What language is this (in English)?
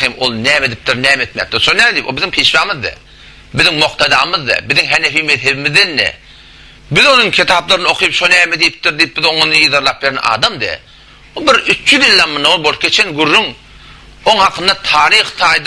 Turkmen